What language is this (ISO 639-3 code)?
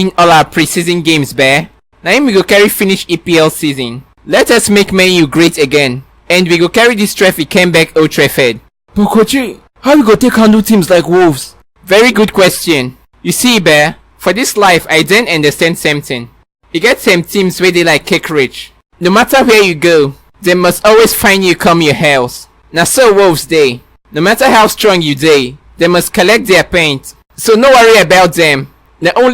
pcm